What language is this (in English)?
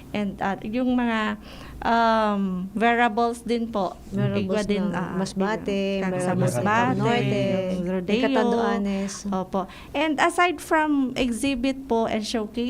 Bikol